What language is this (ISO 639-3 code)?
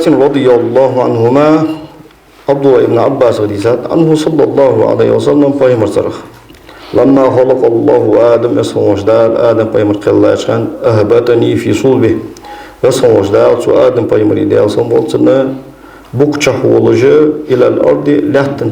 inh